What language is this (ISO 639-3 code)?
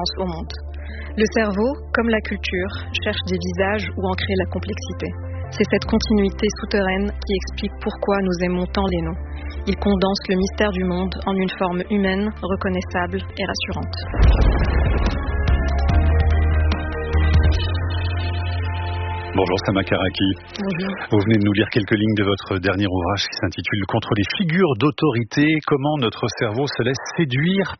fra